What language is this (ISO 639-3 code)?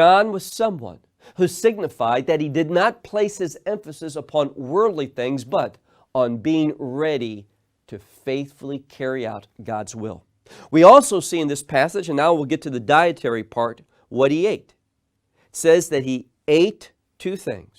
eng